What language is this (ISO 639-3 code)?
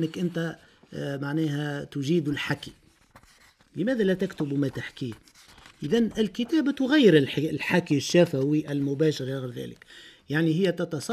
aeb